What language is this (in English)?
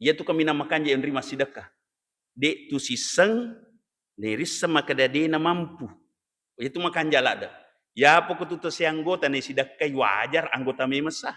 Buginese